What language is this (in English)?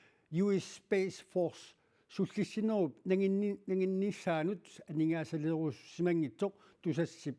Kalaallisut